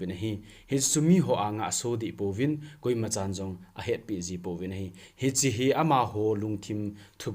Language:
Thado Chin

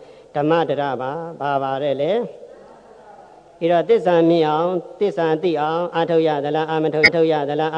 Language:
Burmese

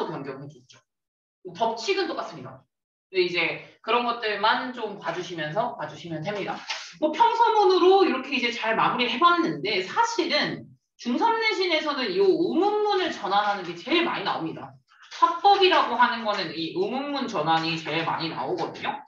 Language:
Korean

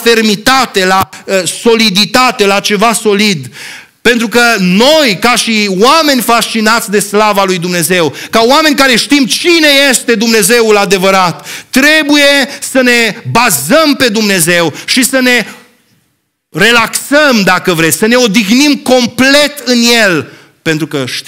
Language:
Romanian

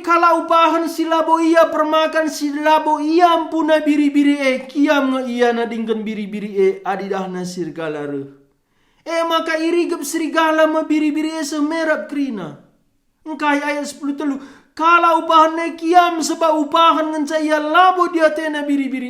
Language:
Batak Karo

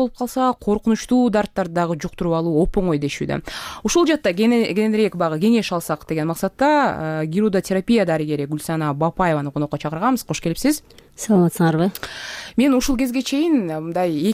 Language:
Kyrgyz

